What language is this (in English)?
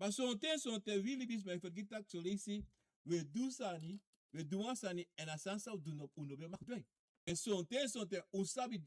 Sranan Tongo